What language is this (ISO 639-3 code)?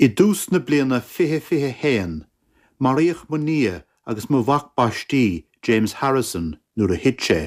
gle